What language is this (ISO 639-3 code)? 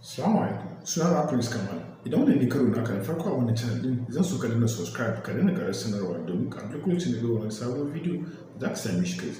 hau